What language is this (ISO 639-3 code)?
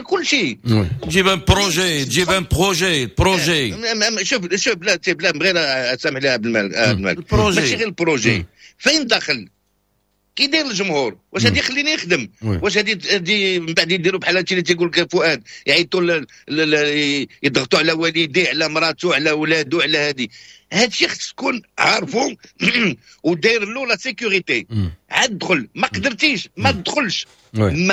ary